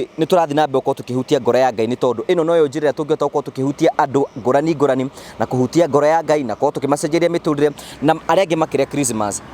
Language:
Kikuyu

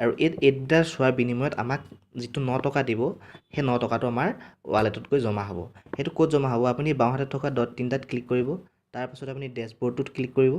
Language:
Assamese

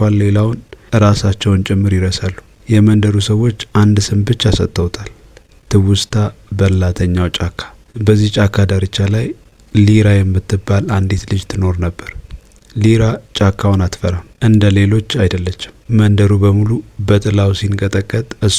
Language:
Amharic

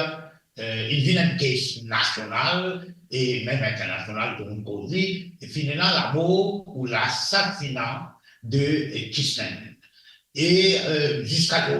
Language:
Morisyen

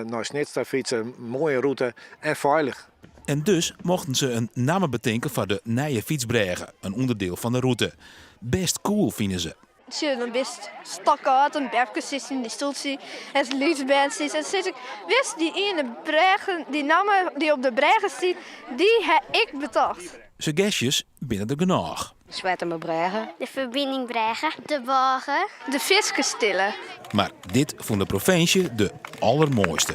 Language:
Western Frisian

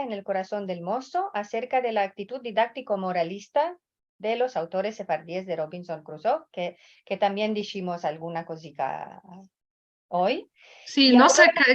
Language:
Ladino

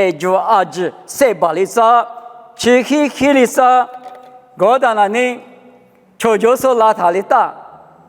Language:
Lisu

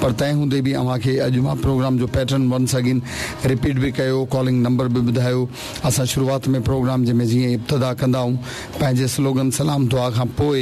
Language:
Sindhi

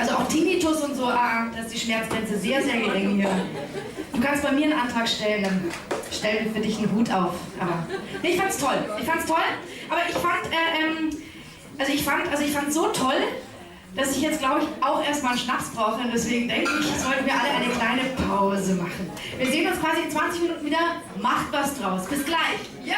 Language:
Bavarian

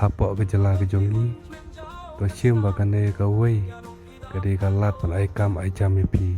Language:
Khasi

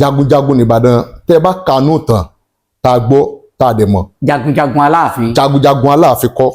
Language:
Yoruba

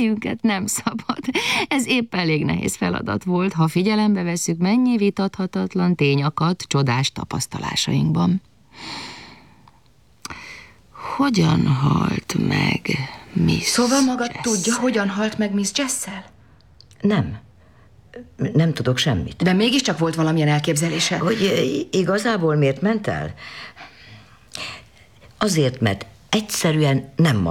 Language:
Hungarian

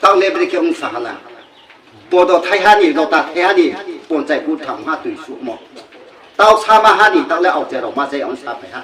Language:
Riang (India)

